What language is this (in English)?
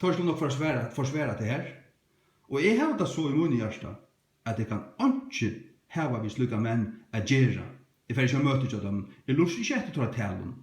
Faroese